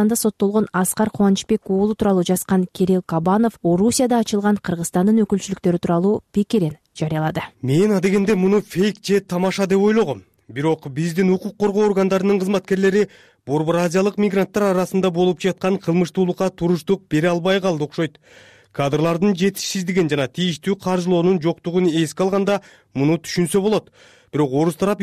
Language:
Kyrgyz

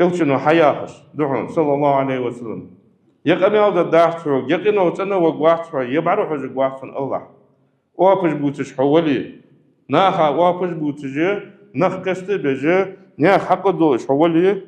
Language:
Ingush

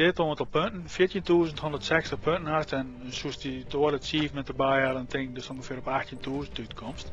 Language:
Western Frisian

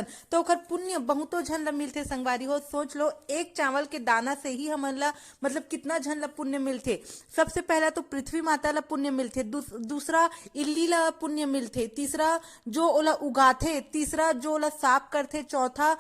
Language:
Chhattisgarhi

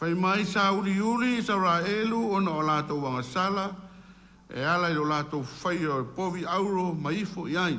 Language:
Samoan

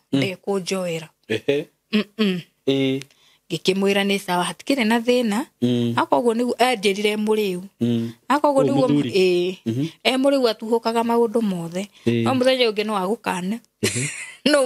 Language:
Kikuyu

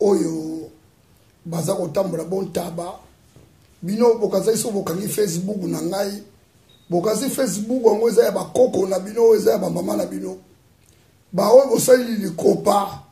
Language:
Lingala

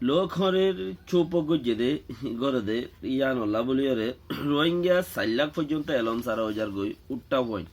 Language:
Rohingya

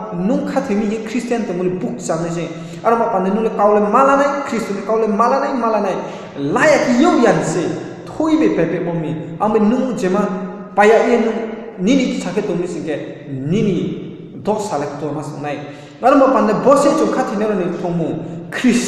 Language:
Riang (India)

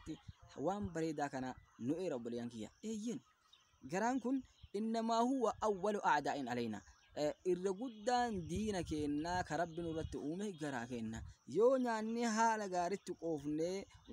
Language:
Oromo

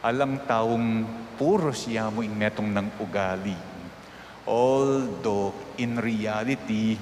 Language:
Pampanga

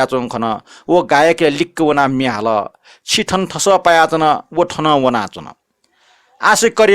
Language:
Newari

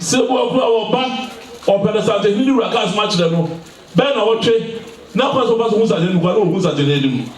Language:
Akan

